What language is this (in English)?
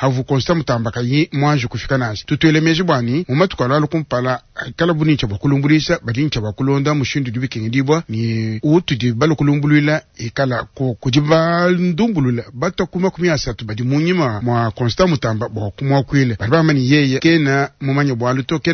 Luba-Lulua